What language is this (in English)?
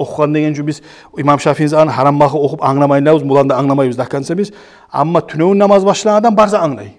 Kumyk